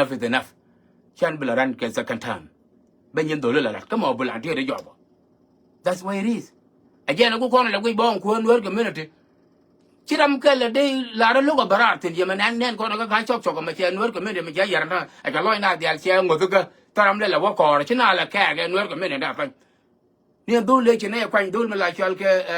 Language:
Nuer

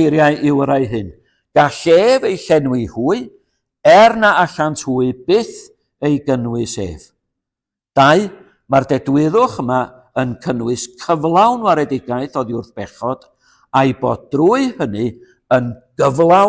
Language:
Welsh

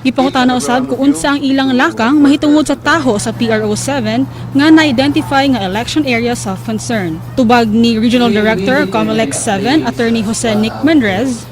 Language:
Cebuano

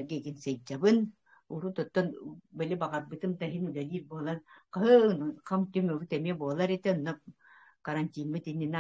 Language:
Yakut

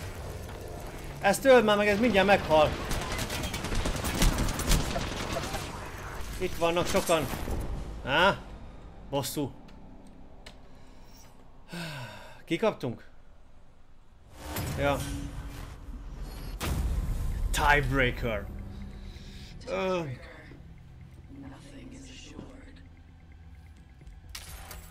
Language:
Hungarian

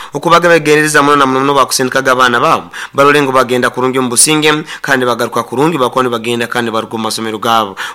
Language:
Nyoro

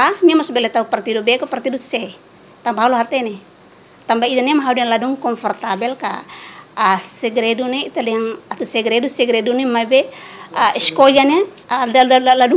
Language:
Tetum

